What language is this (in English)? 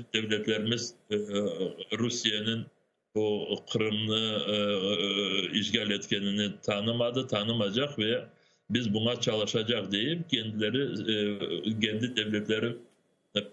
Crimean Tatar